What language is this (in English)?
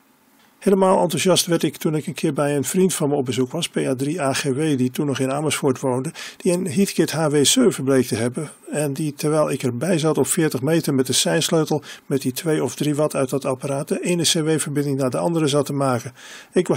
Dutch